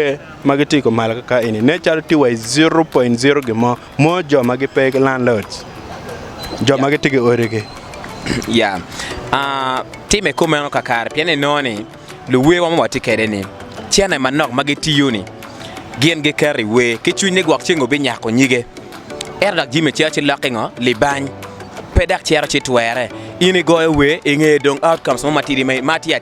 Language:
Acoli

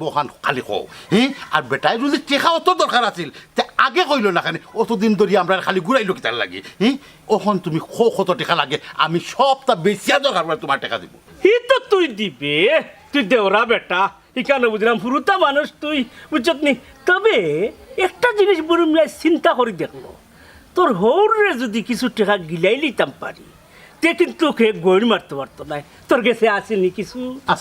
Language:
Sylheti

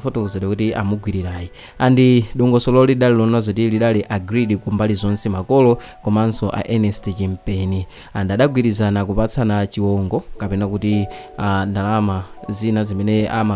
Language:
Nyanja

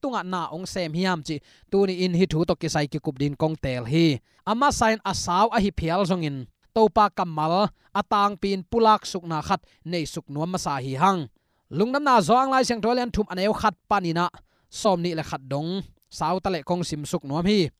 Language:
Tedim Chin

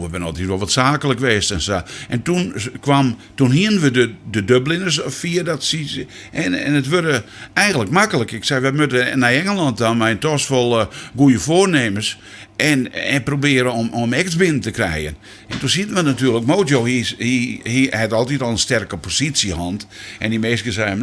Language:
Western Frisian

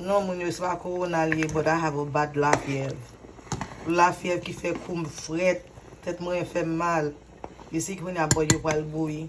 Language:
Haitian Creole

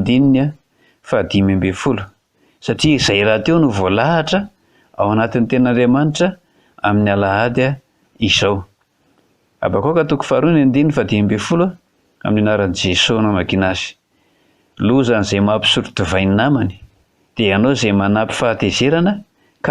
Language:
Malagasy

